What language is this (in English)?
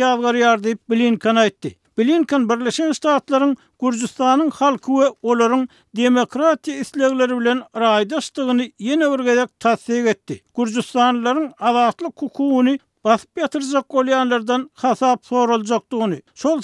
Turkmen